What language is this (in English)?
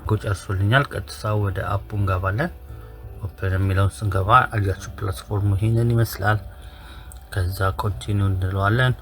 Amharic